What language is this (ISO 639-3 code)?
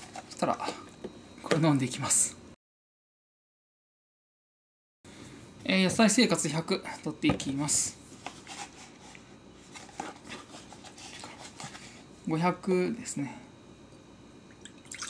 jpn